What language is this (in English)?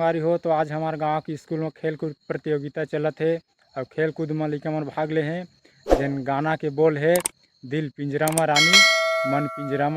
Chhattisgarhi